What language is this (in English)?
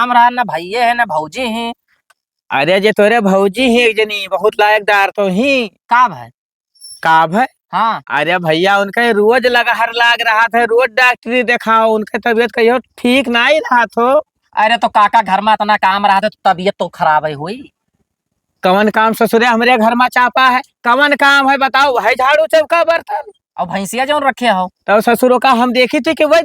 Awadhi